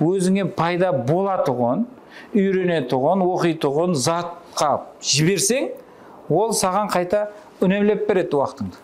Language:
Kara-Kalpak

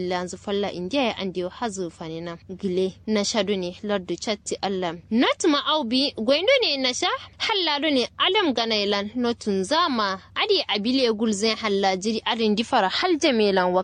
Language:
Kanuri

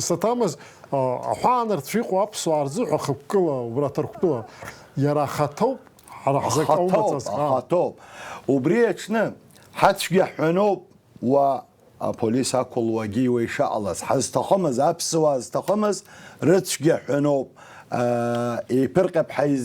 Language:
Abkhazian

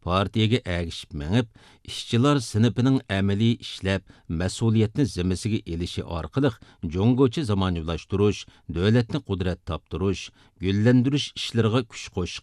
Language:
Uyghur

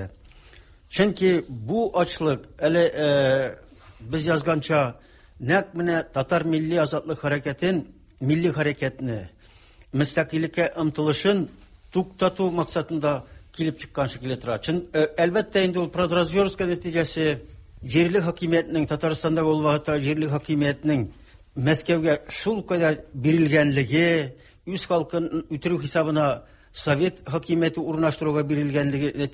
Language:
Tatar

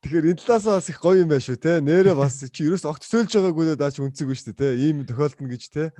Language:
Mongolian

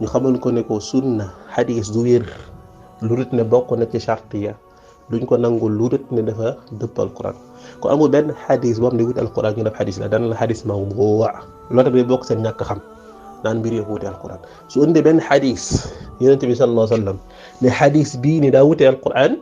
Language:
Wolof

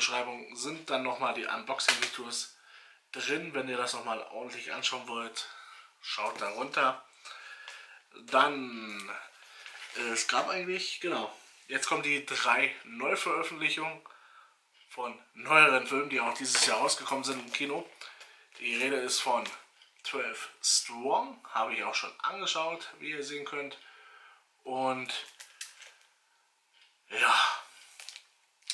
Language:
German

